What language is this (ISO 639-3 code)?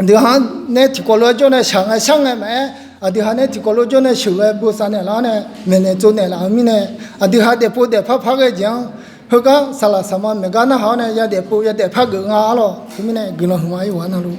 ahk